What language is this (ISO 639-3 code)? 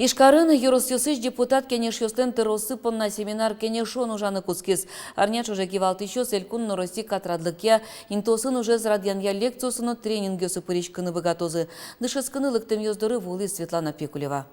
udm